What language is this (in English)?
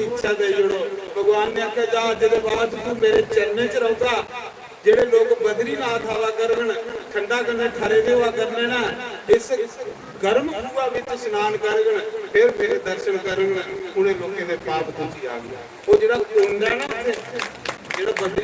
Dogri